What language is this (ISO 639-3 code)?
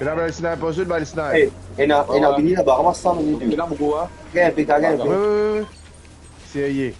mfe